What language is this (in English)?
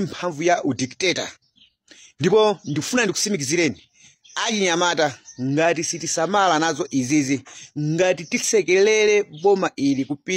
Nyanja